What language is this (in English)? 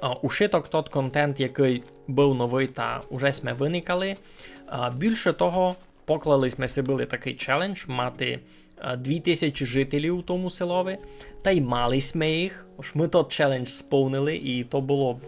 Rusyn